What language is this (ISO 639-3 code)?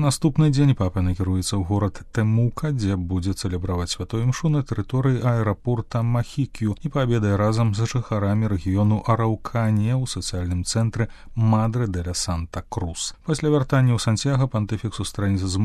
bel